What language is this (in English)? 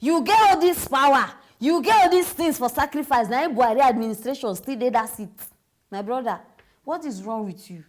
Nigerian Pidgin